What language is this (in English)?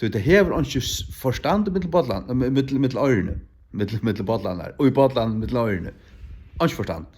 Faroese